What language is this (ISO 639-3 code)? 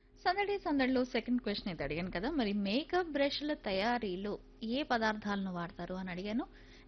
tel